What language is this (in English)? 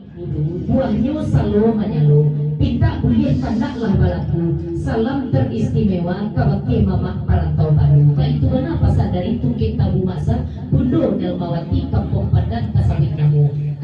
Minangkabau